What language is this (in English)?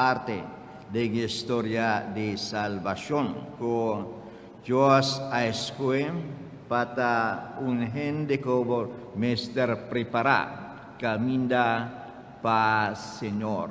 Papiamento